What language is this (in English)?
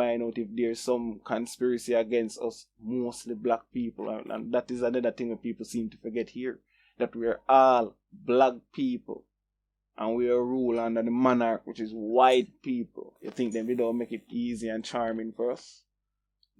Jamaican Creole English